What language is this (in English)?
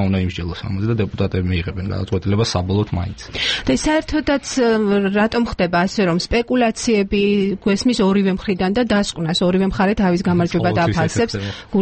Georgian